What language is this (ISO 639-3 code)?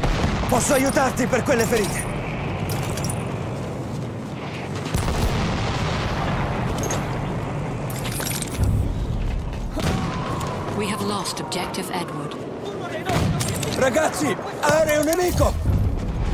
ita